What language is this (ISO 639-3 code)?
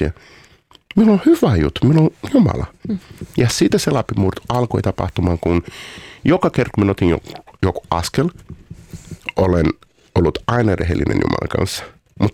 fin